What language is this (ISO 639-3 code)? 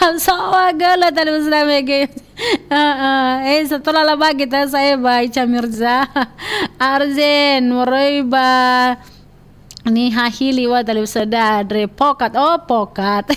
nia